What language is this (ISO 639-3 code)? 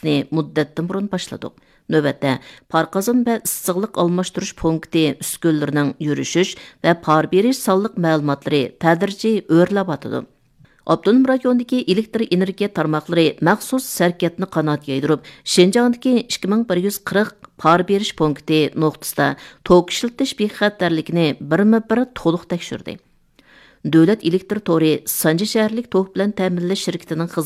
uig